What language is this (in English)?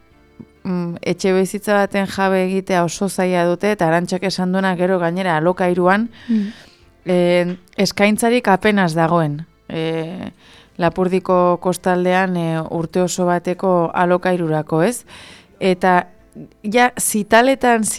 Basque